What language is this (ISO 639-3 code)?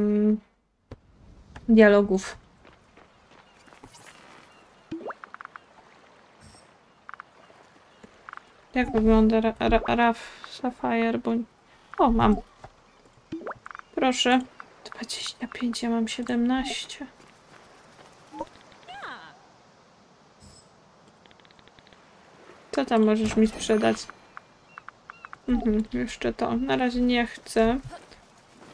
pol